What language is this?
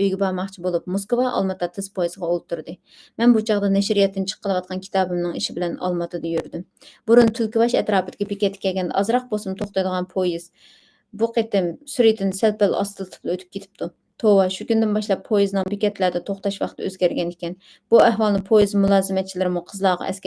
Uyghur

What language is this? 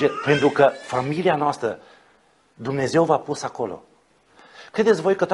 Romanian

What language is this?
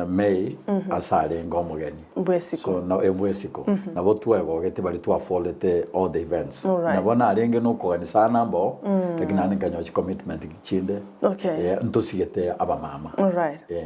Gusii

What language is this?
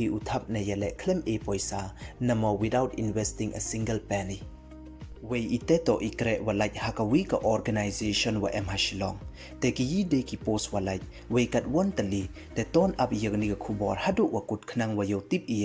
Pnar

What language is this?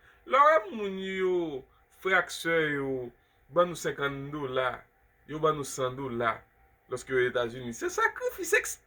Haitian Creole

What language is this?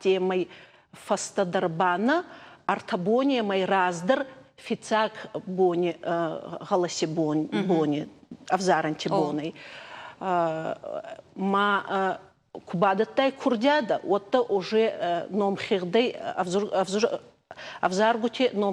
Ossetic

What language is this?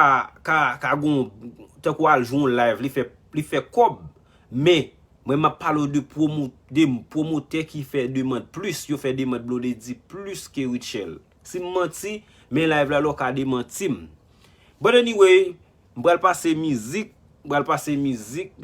Haitian Creole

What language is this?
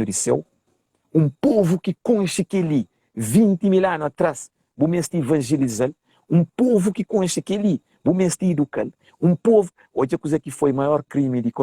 Kabuverdianu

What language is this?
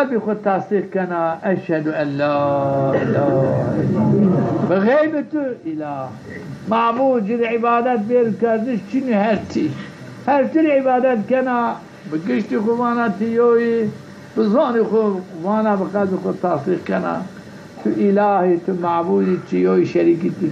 Zaza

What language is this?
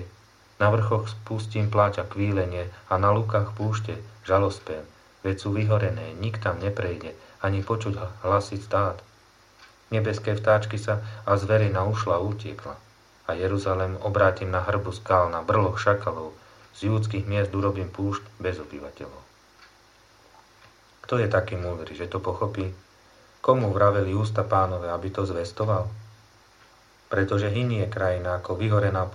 Slovak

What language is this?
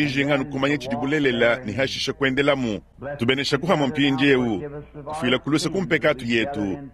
Luba-Lulua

